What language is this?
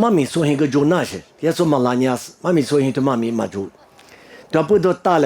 Lisu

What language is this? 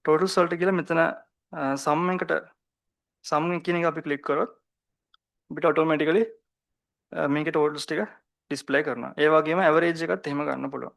Sinhala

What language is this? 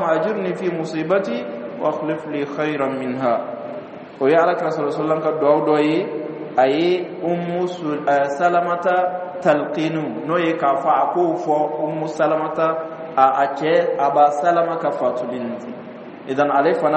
Dyula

